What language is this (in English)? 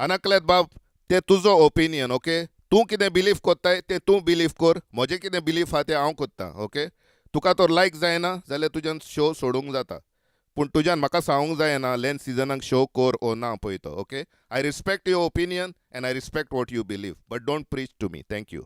Konkani